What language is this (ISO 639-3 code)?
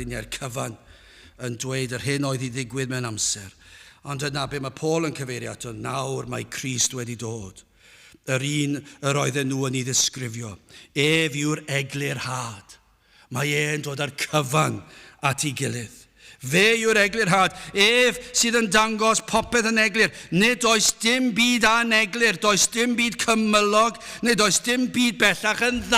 cym